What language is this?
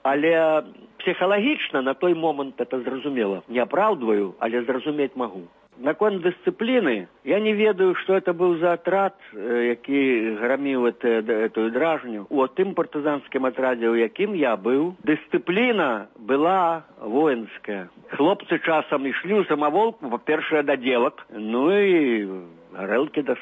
Belarusian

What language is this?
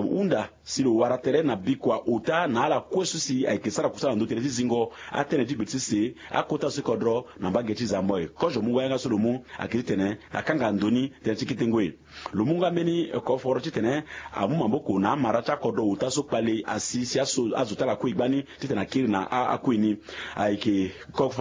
Sango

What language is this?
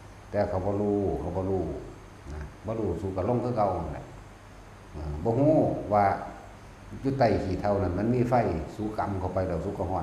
Northeastern Thai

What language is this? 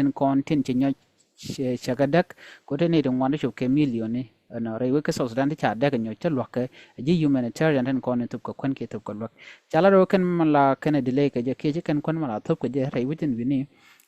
Nuer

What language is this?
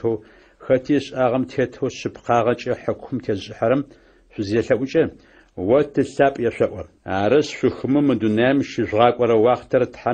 Adyghe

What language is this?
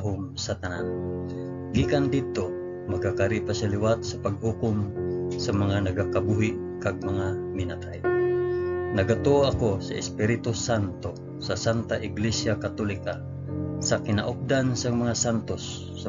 Hiligaynon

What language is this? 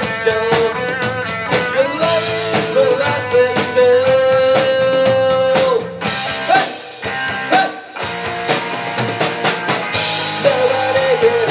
Finnish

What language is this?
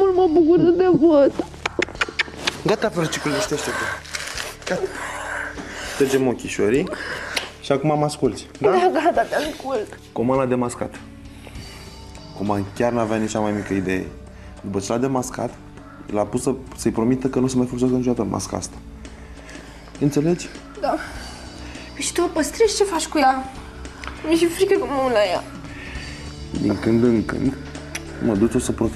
Romanian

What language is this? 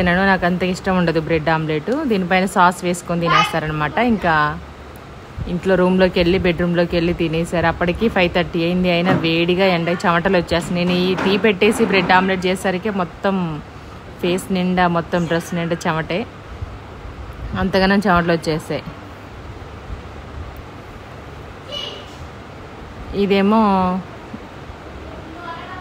Telugu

